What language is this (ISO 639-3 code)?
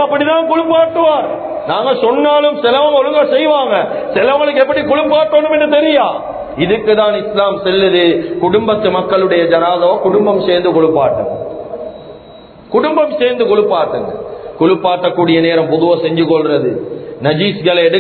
tam